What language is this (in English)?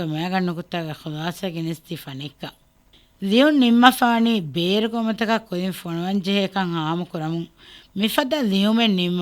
Divehi